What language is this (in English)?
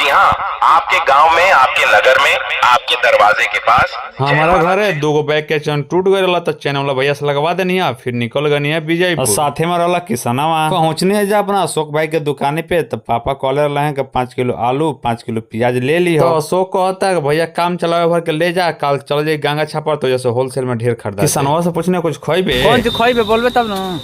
Bhojpuri